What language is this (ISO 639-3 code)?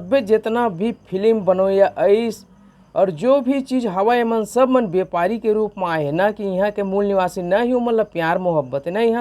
hne